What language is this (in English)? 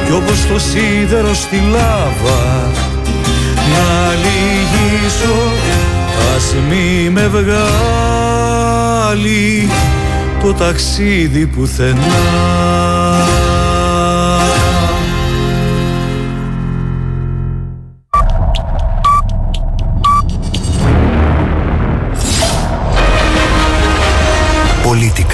Greek